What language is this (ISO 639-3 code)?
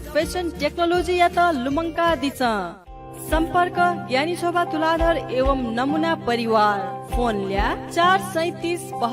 new